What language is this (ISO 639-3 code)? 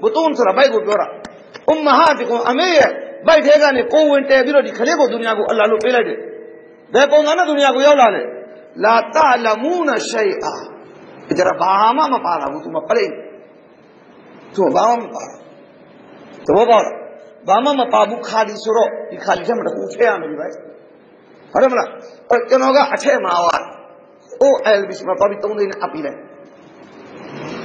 mya